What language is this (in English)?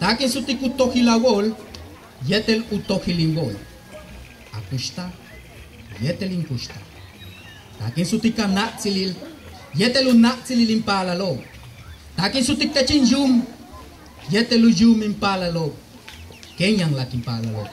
Yucateco